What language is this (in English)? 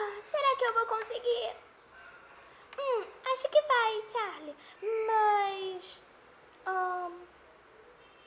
Portuguese